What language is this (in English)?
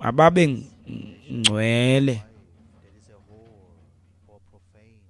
Xhosa